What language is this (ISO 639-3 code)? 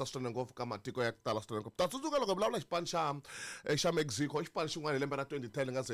tso